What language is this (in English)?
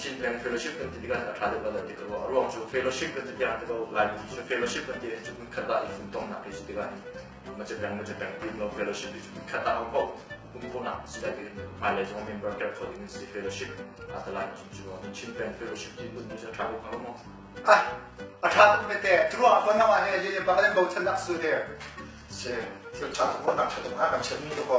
Hakha Chin